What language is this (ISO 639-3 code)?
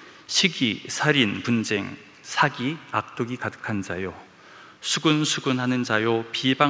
kor